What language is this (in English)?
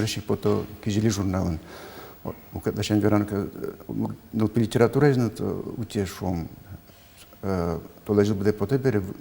Udmurt